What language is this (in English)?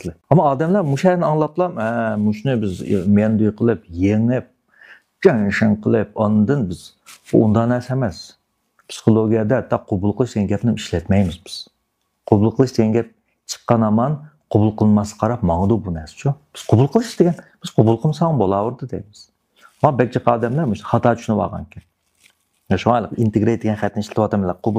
Uyghur